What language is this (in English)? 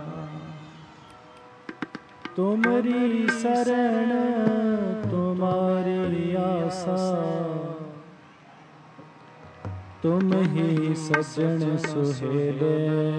Punjabi